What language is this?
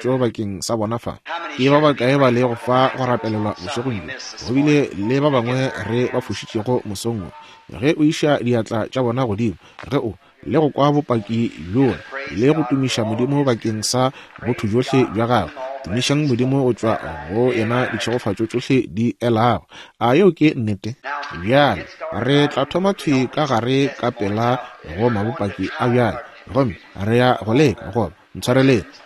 Northern Sotho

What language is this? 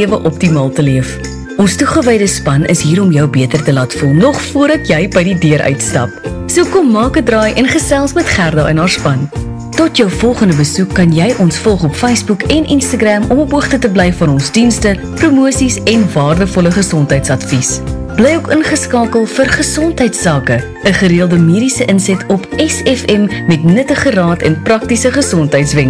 Afrikaans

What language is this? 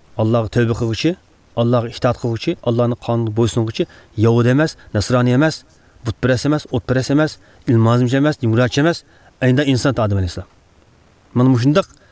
Uyghur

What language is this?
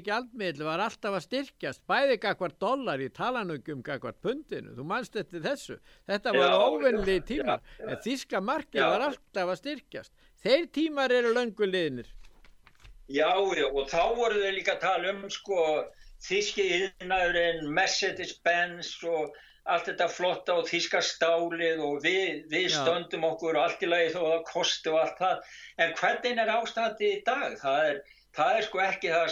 Icelandic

